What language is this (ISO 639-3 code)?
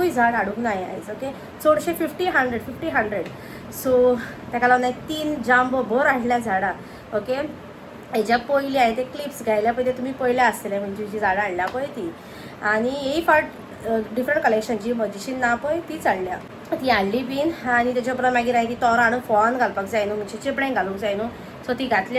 kok